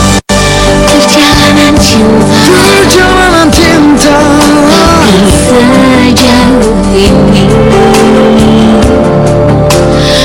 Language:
Indonesian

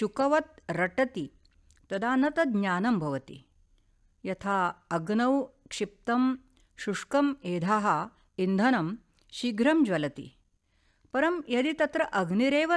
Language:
Sanskrit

